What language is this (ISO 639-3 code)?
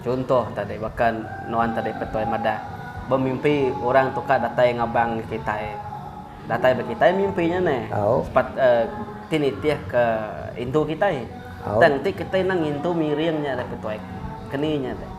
iba